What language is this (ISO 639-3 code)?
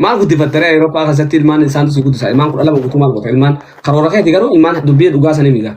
orm